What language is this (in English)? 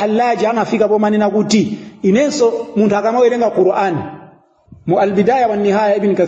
Nyanja